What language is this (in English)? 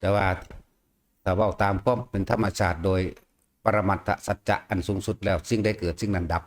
Northeastern Thai